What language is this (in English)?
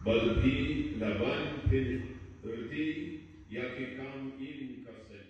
Khasi